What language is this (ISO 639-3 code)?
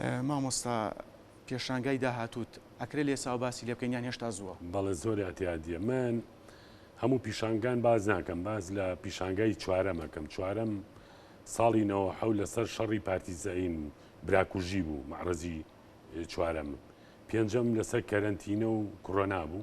ckb